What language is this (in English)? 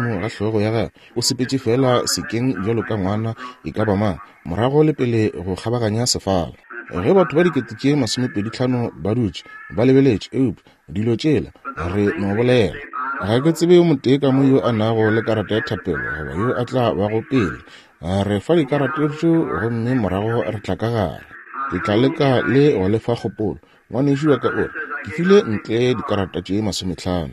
Northern Sotho